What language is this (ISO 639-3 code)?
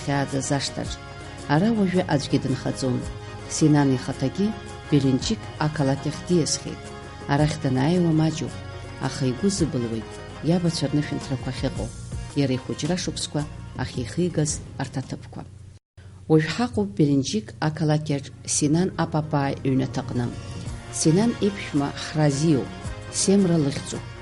abk